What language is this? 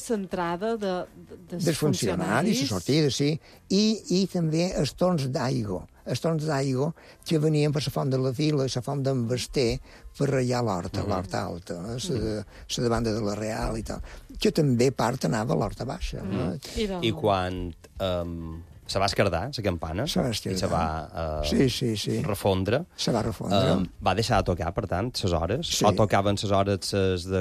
Catalan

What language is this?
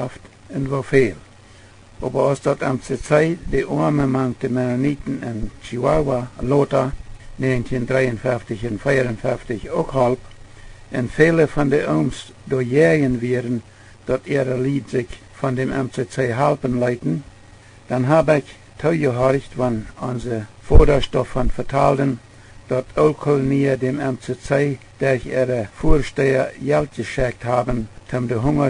Plautdietsch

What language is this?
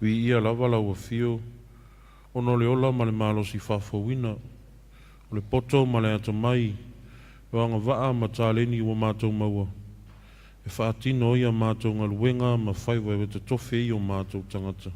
Samoan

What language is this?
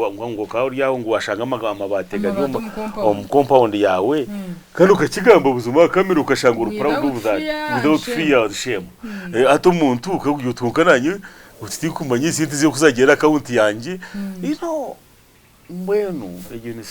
Nyankole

